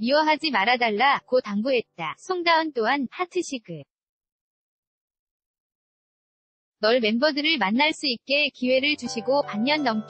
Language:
Korean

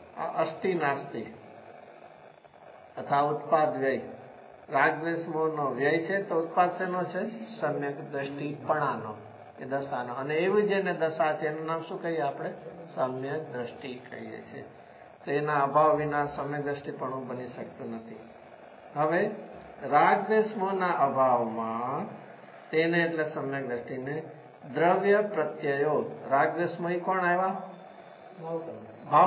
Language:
Gujarati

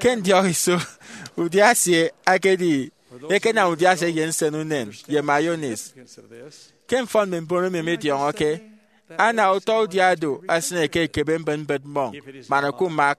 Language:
Efik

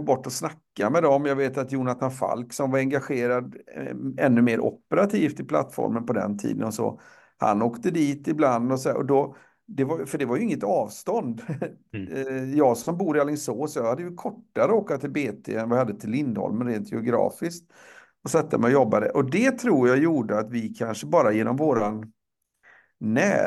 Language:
Swedish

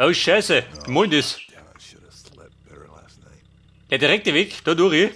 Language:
Bavarian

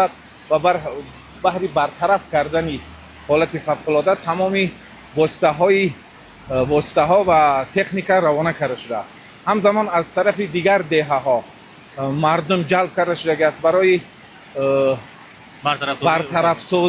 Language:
Tajik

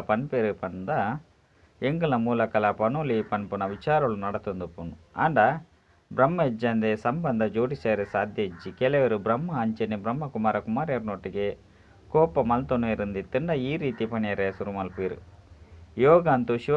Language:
Tulu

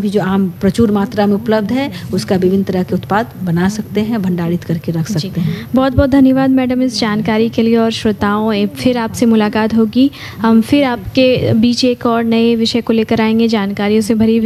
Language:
Hindi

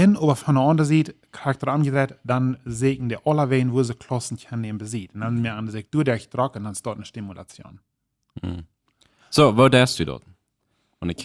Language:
Plautdietsch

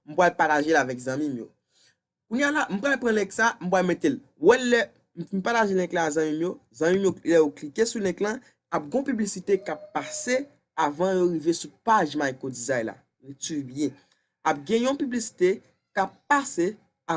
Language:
Haitian Creole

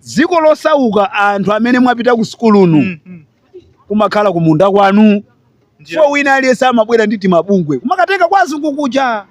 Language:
Nyanja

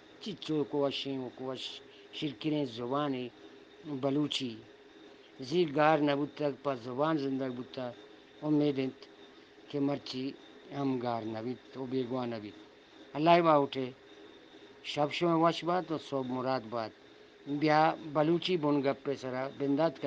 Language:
Eastern Balochi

